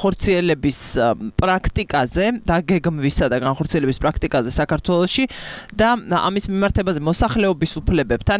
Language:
Georgian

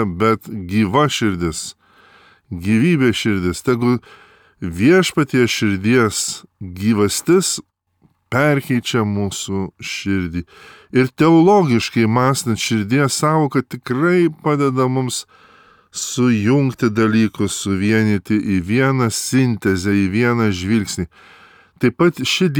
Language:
Lithuanian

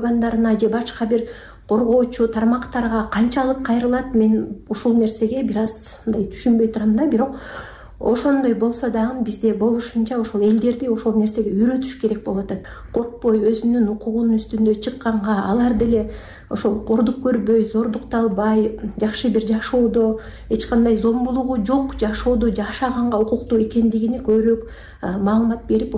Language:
Kyrgyz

